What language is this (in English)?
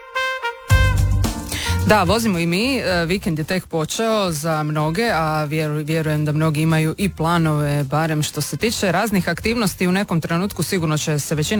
Croatian